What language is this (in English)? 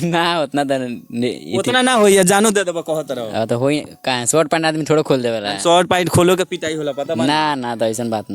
Bhojpuri